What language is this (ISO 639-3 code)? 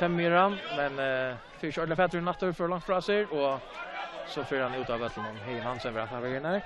fao